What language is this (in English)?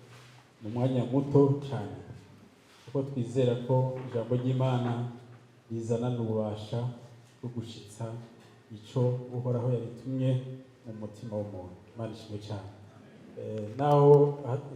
Rundi